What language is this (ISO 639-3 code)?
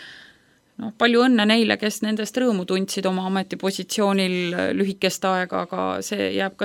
est